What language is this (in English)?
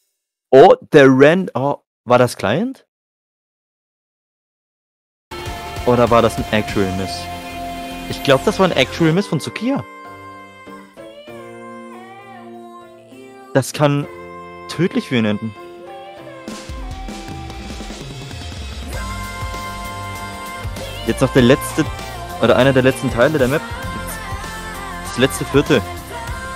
German